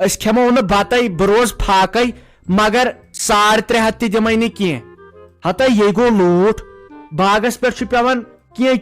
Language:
Kashmiri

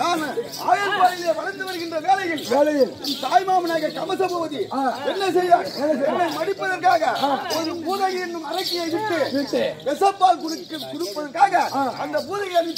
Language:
Tamil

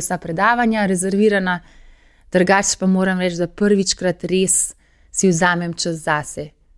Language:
Slovenian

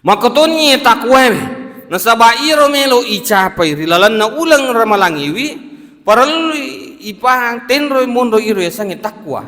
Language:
Buginese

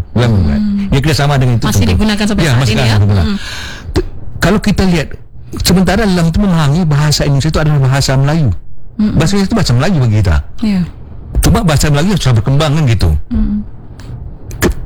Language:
Indonesian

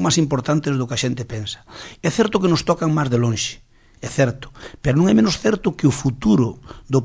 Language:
Galician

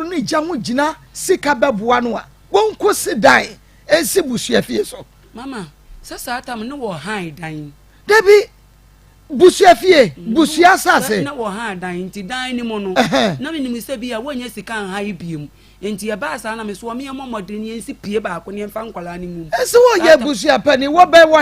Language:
Akan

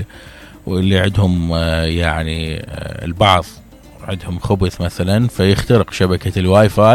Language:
Mesopotamian Arabic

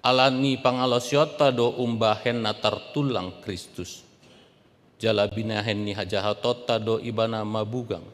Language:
Batak Toba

